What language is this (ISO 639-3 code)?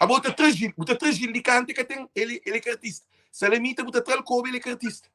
kea